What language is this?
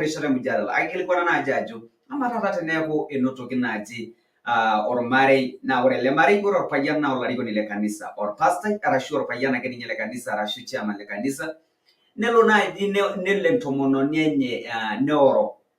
Masai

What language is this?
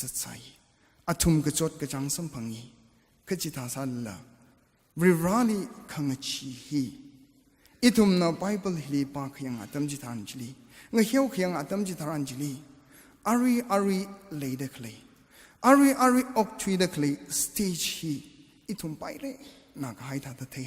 Tangkhul Naga (India)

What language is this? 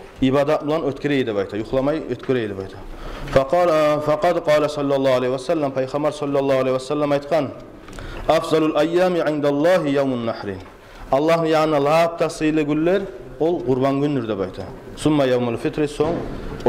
Kumyk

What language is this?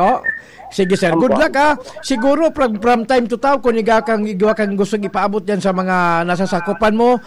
Bikol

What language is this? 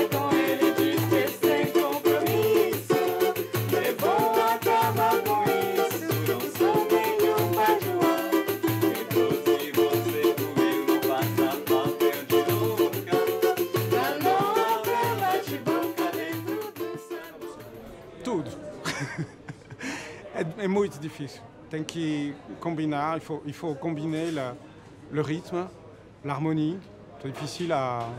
French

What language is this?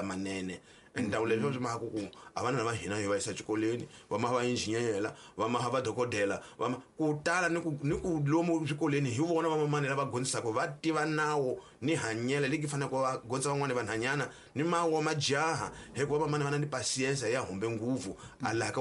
Tsonga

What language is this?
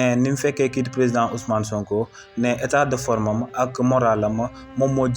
Wolof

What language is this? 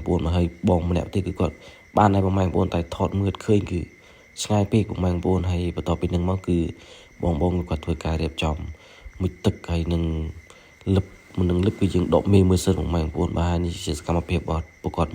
Khmer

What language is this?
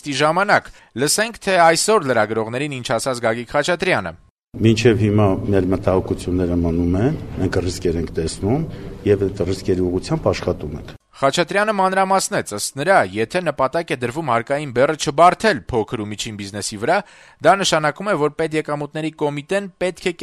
Armenian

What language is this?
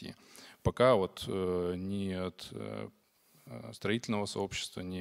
Russian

